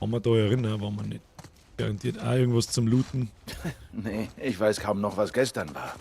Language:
Bavarian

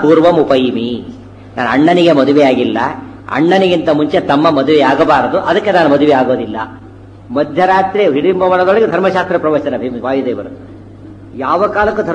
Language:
Kannada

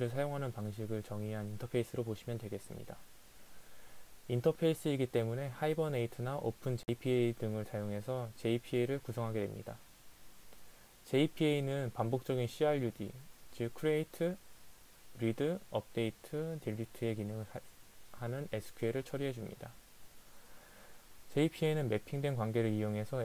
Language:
Korean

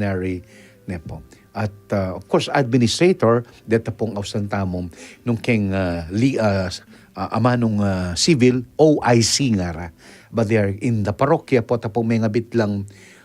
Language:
Pampanga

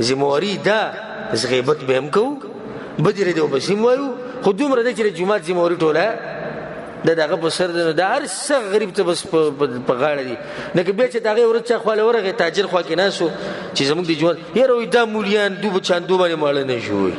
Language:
Pashto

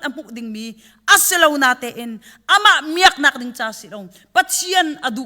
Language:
Hakha Chin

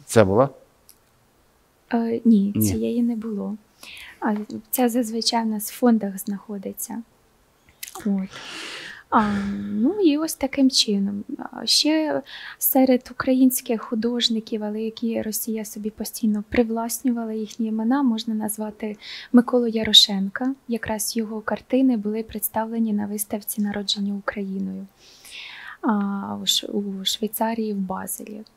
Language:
Ukrainian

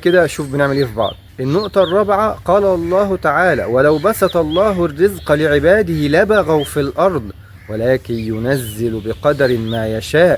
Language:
Egyptian Arabic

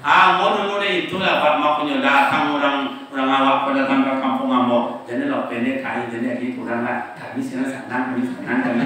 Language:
Minangkabau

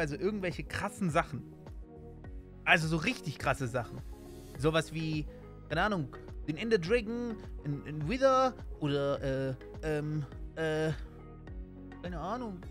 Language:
German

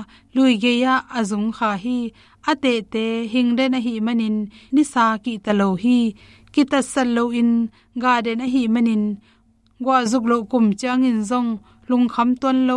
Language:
Tedim Chin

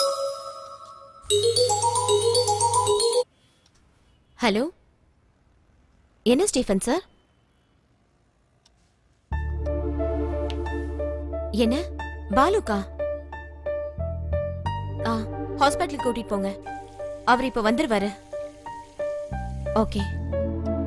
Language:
Tamil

